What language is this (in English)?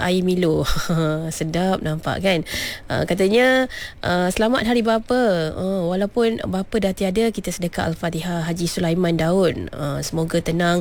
Malay